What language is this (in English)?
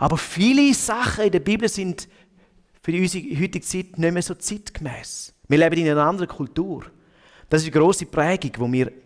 Swiss German